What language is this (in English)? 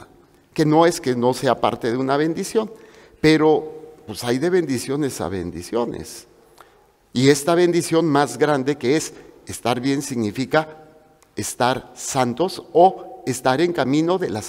Spanish